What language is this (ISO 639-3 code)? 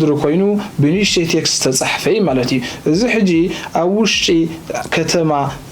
tir